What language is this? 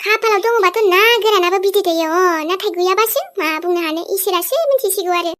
Bodo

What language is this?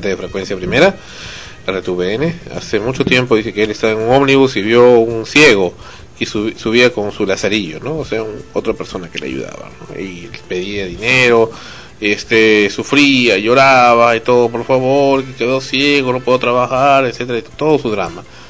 Spanish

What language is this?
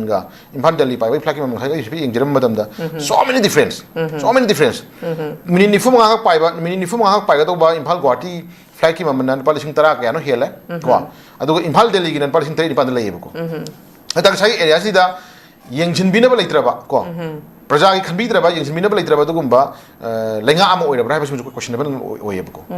Manipuri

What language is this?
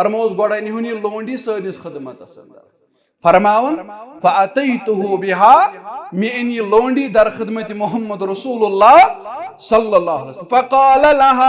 Kashmiri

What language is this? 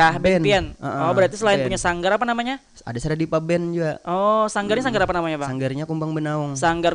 Banjar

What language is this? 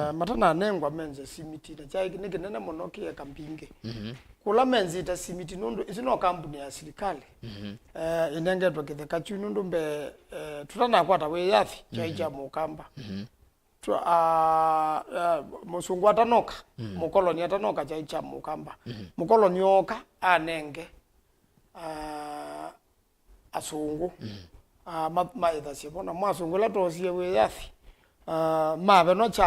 Kamba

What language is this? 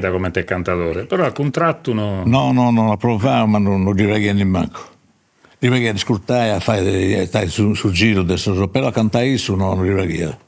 Sardinian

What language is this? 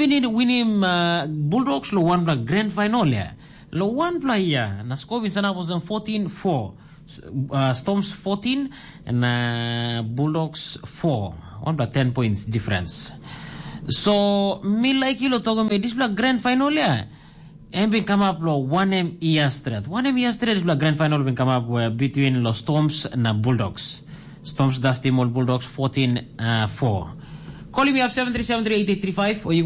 Tok Pisin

